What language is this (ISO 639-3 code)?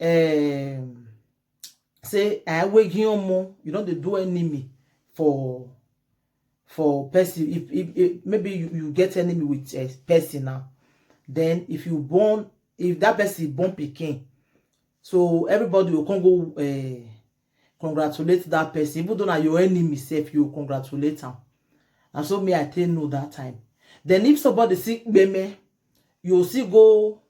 pcm